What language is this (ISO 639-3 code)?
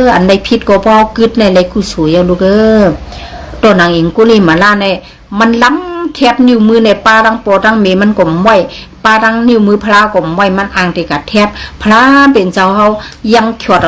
shn